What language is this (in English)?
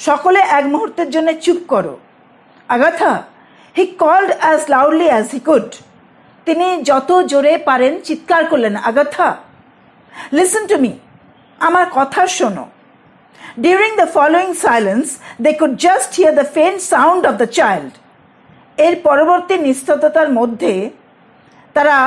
Bangla